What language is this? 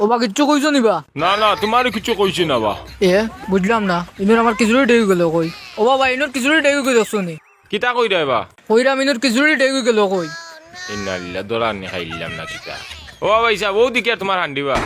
Sylheti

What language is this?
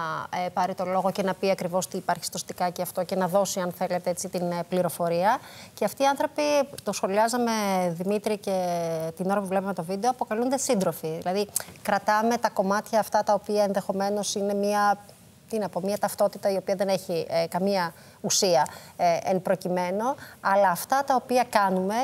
Greek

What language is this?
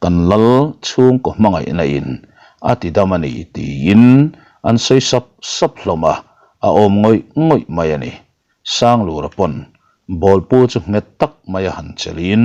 Mizo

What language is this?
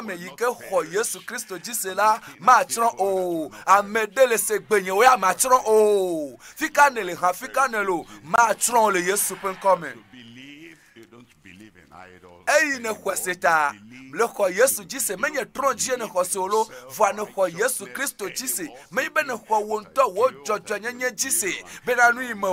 Ewe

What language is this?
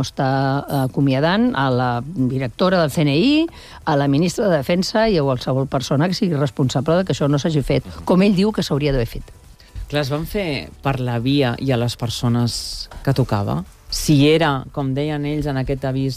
Catalan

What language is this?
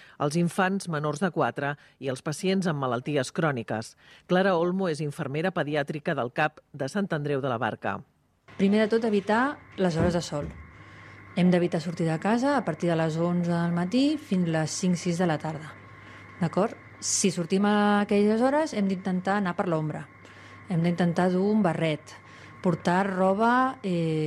Catalan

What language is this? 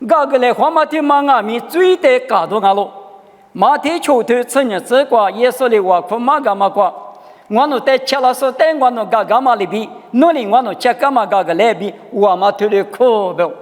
Lisu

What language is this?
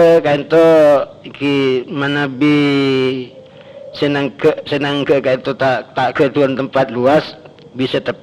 Madurese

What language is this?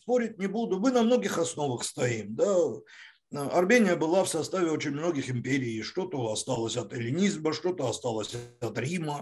Russian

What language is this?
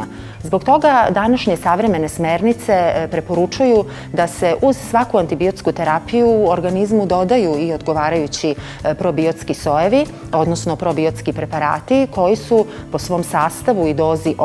Serbian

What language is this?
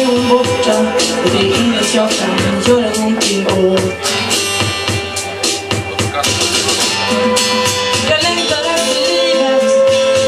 Swedish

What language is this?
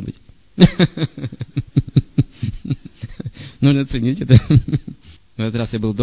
Russian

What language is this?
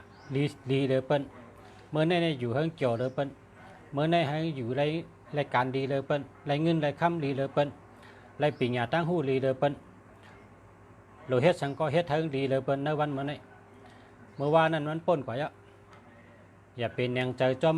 Shan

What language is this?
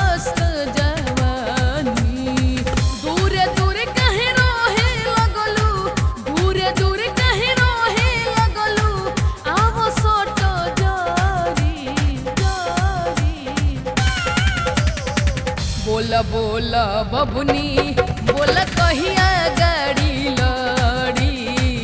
Bhojpuri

